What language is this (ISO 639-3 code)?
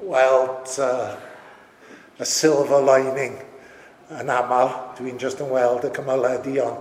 cym